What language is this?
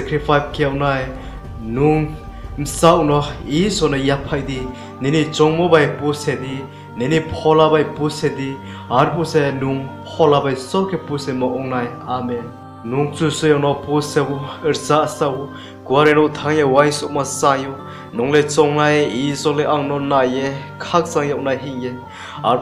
Riang (India)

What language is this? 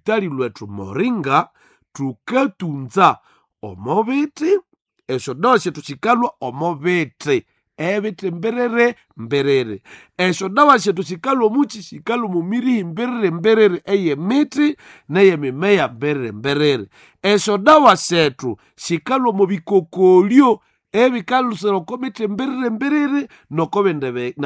Nande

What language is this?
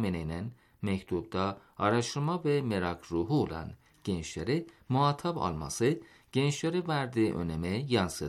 Turkish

